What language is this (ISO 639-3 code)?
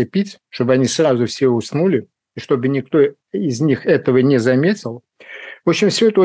rus